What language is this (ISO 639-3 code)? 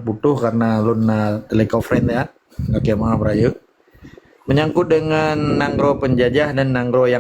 ace